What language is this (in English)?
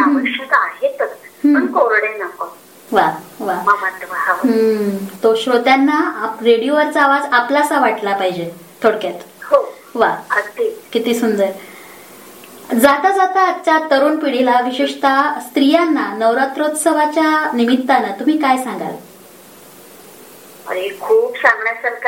Marathi